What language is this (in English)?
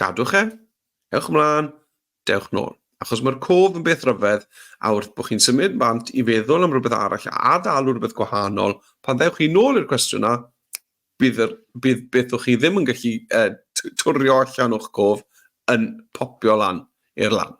Welsh